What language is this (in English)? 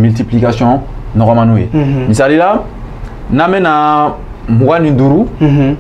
Bambara